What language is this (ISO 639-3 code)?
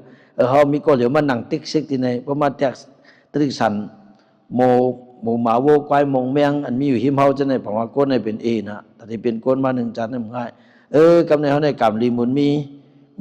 shn